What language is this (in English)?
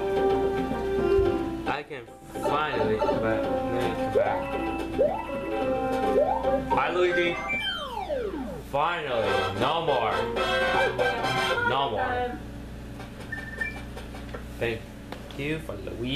English